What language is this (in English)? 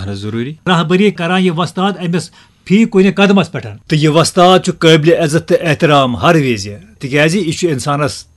Kashmiri